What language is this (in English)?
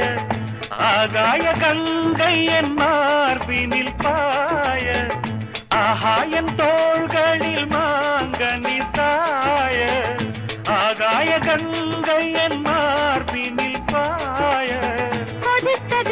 Tamil